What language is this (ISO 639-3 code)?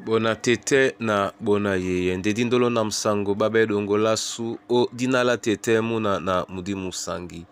dua